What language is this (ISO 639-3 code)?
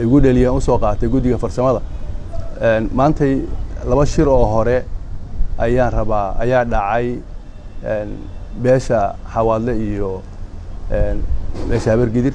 som